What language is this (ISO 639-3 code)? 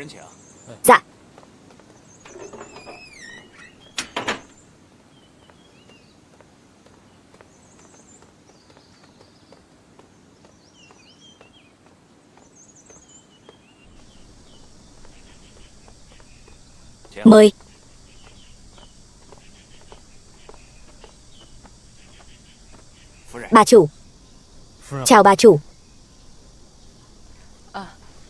vie